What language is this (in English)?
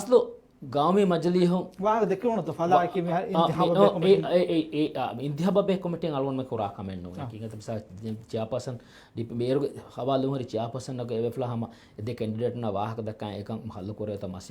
Divehi